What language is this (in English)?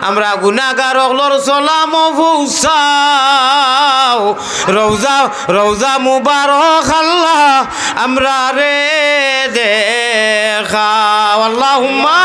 Sylheti